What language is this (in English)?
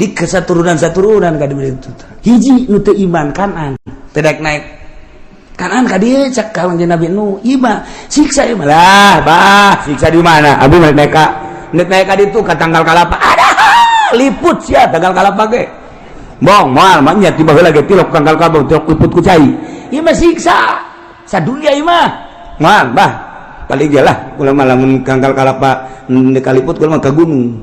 Sundanese